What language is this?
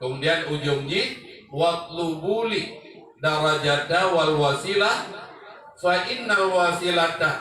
Achinese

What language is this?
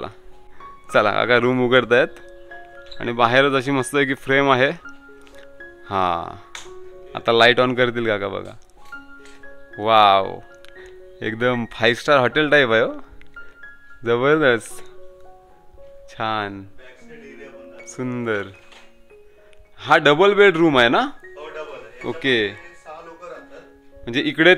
Marathi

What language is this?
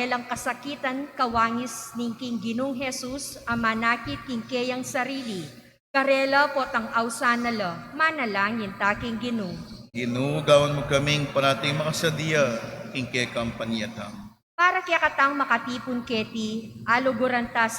Pampanga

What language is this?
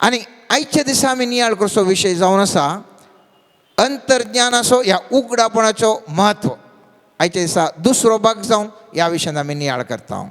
Konkani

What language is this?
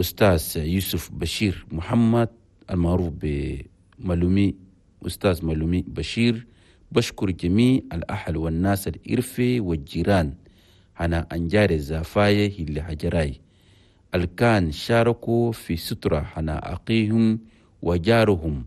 Chadian Arabic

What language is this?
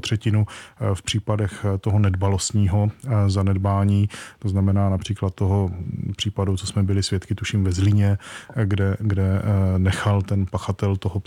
Czech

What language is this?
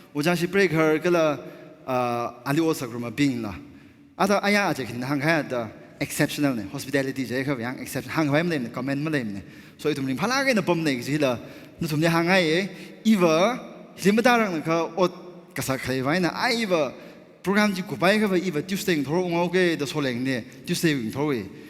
Tangkhul Naga (India)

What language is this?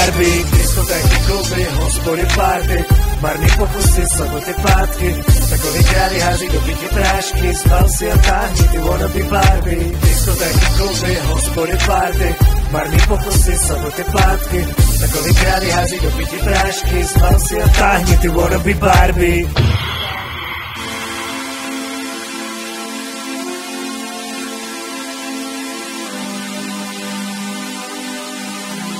Czech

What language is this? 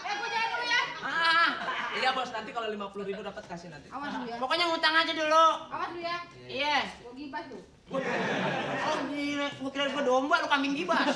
Betawi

